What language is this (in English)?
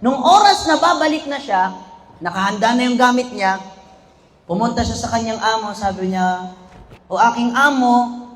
Maranao